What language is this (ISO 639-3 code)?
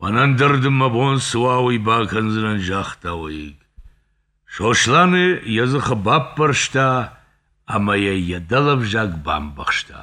oss